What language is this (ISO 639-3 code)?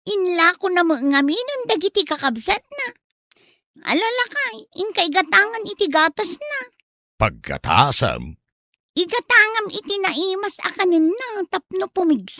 ilo